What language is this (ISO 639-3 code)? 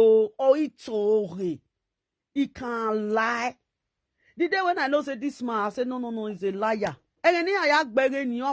pcm